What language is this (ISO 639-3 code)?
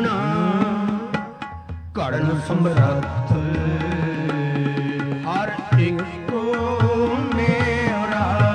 pan